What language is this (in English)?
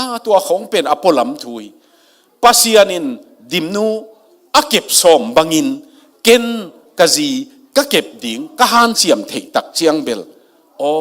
Tedim Chin